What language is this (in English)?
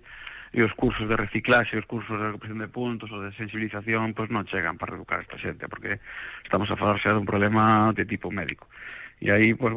Galician